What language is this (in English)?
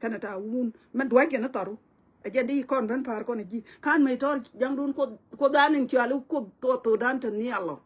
Nuer